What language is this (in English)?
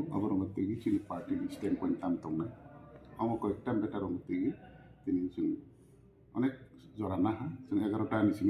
Kok Borok